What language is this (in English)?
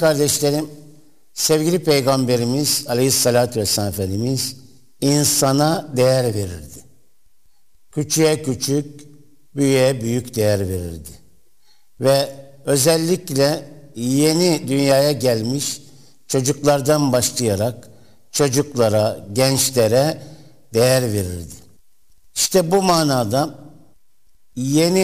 Turkish